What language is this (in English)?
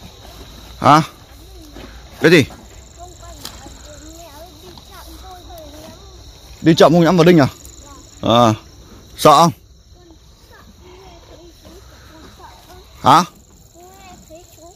Vietnamese